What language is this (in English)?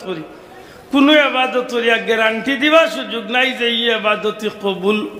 Sylheti